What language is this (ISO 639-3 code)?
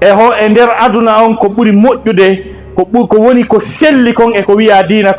ful